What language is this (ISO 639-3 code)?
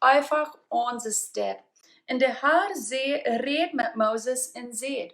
pdt